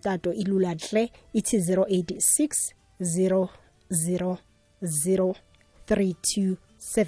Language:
South Ndebele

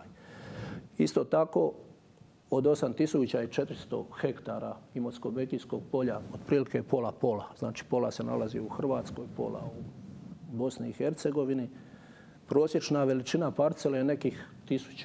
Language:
Croatian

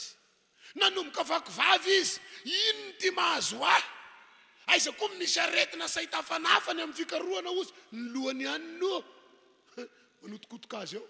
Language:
Malagasy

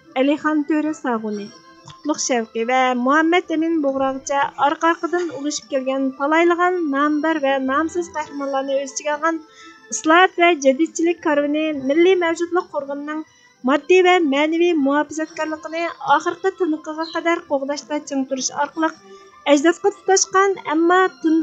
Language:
Uyghur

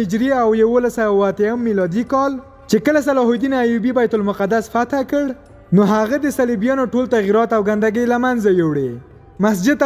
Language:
Pashto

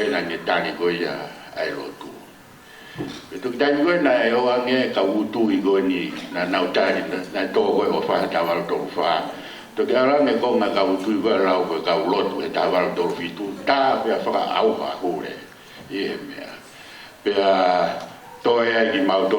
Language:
Tongan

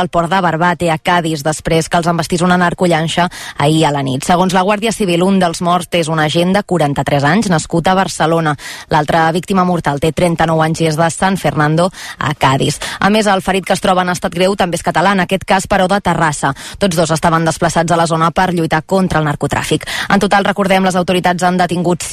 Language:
Catalan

